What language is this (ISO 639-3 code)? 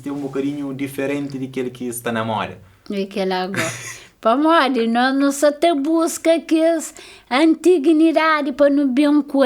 kea